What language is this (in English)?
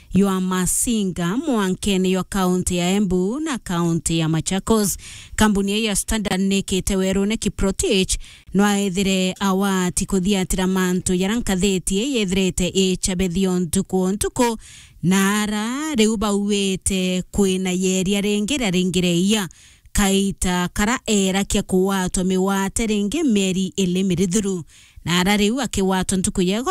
Meru